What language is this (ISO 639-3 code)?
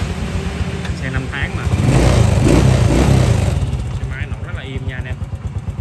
vie